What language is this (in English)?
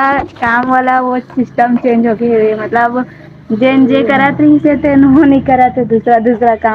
Chhattisgarhi